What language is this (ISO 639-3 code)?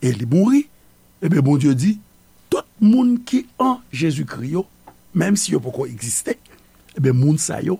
hat